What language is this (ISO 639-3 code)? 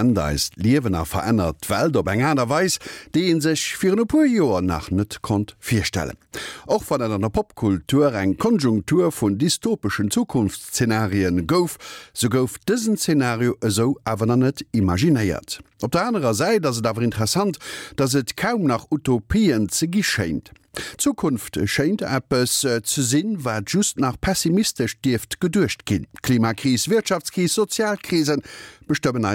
ltz